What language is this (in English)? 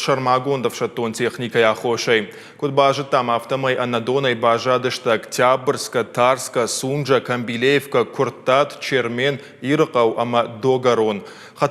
Ossetic